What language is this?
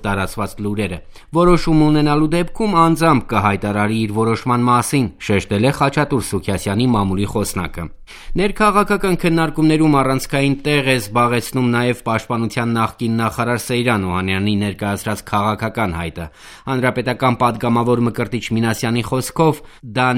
Armenian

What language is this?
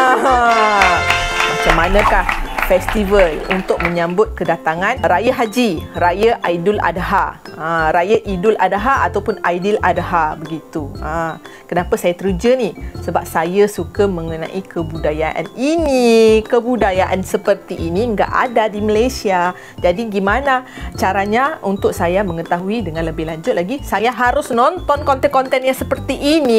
Malay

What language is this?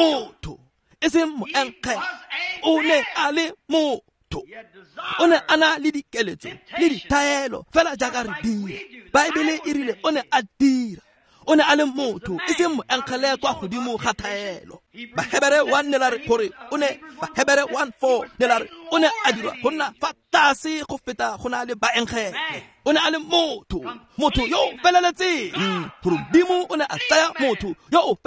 Tswana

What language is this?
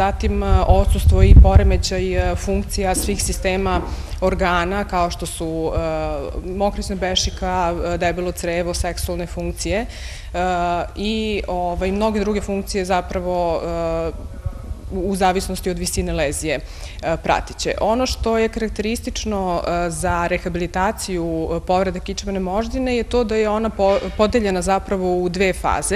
Serbian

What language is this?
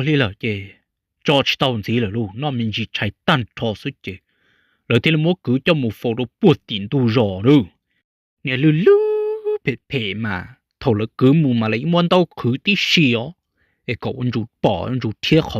Hmong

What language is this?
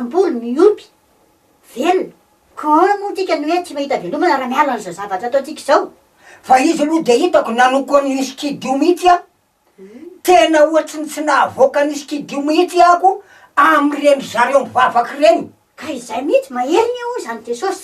Malagasy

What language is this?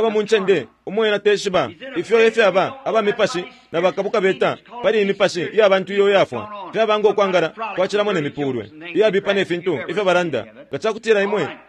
Bemba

